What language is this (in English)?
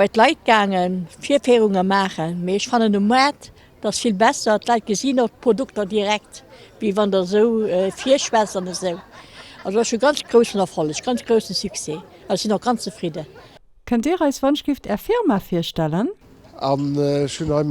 Luxembourgish